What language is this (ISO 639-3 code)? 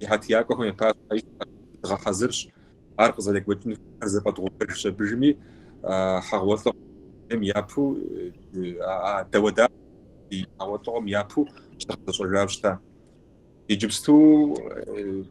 kbd